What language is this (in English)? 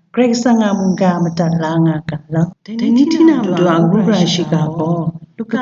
Kachin